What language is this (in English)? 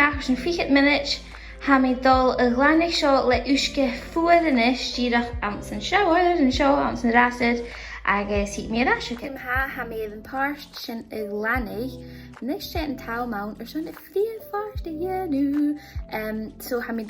Scottish Gaelic